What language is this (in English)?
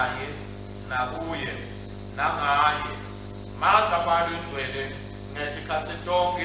Swati